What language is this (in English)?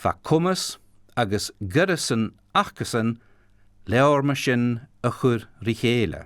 Scottish Gaelic